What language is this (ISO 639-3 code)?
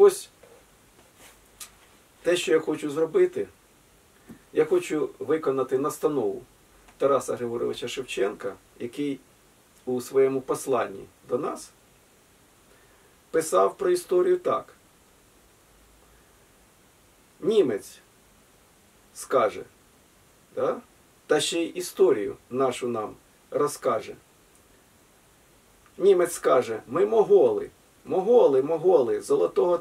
ukr